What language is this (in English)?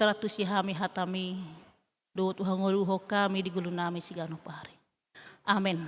Batak Toba